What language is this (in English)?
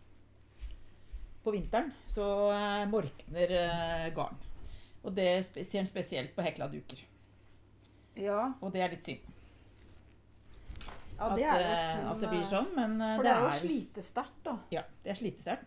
Norwegian